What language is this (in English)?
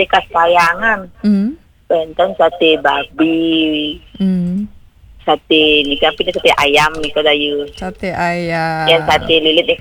Balinese